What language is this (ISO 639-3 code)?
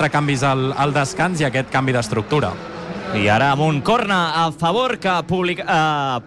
cat